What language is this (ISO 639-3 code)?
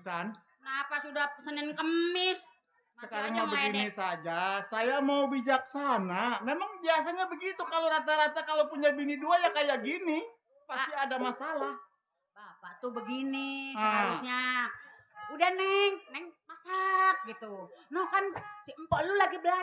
bew